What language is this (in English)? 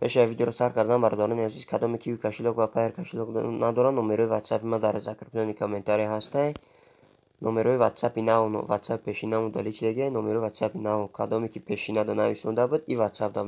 Tajik